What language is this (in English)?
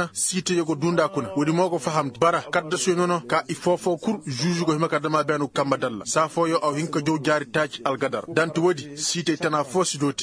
Koyraboro Senni